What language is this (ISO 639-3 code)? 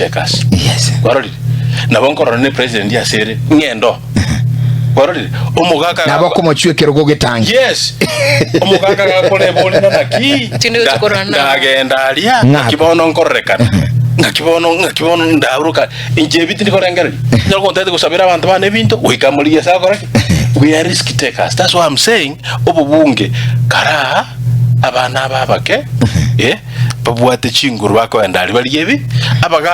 guz